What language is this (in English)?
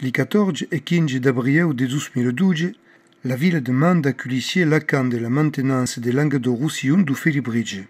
Occitan